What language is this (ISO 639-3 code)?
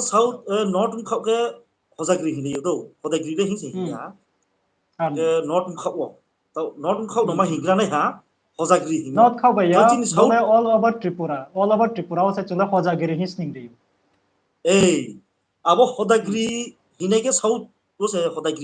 ria